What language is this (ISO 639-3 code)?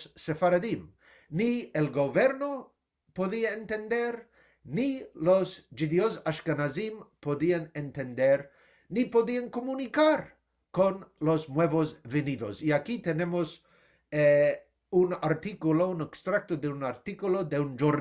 lad